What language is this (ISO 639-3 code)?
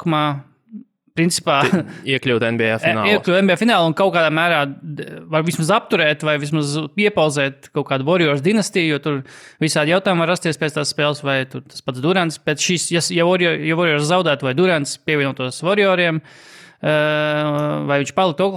lav